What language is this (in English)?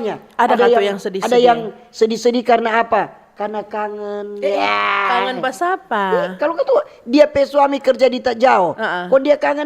Manado Malay